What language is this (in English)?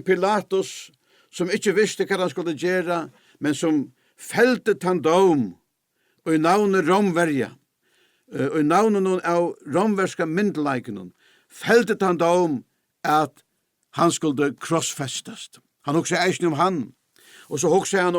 Faroese